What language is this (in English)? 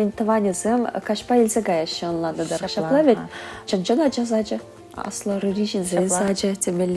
Chuvash